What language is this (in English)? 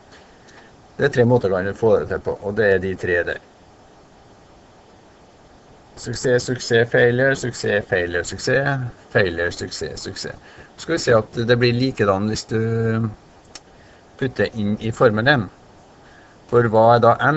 Norwegian